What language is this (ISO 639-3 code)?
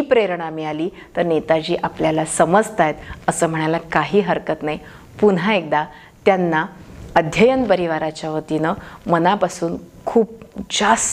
mar